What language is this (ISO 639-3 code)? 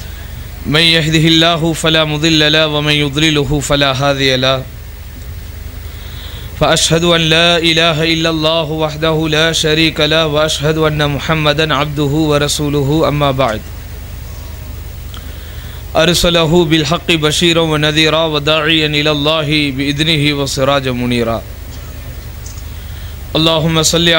tam